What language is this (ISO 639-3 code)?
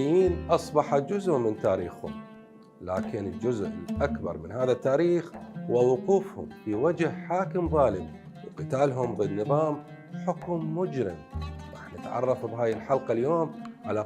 acm